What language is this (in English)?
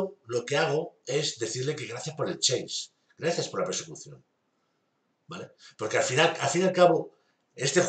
Spanish